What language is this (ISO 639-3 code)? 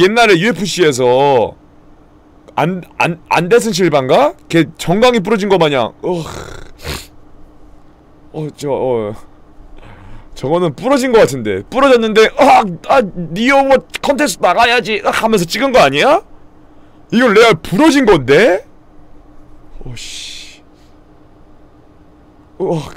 kor